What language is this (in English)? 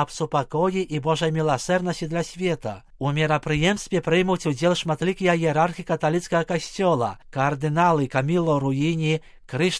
Belarusian